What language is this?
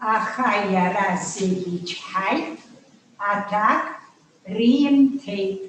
Abkhazian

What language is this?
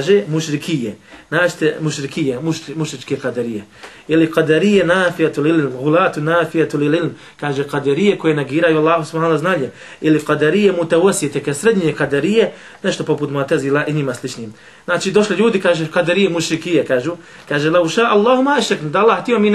Bosnian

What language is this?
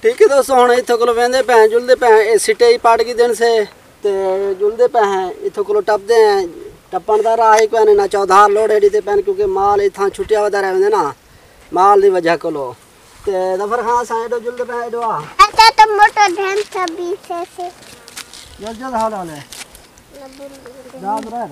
Saraiki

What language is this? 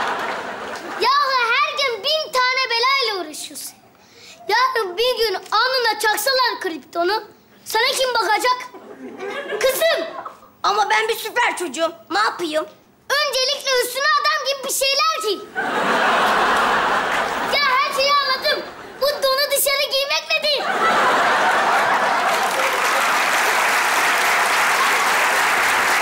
Turkish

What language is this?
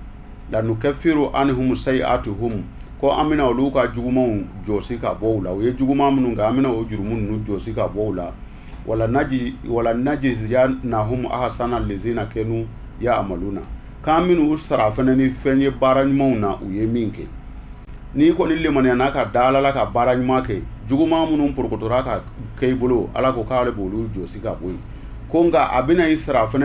Bambara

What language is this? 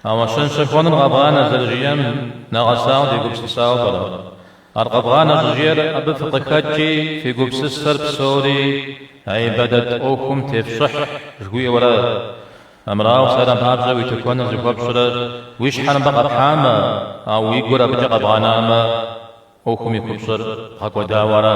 Kabardian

